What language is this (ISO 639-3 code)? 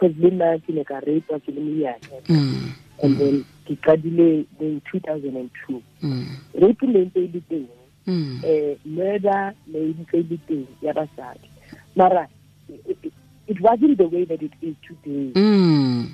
tsn